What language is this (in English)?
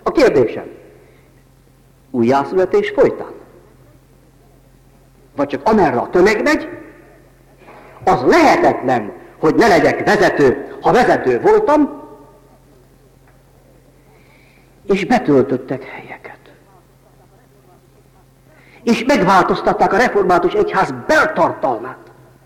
Hungarian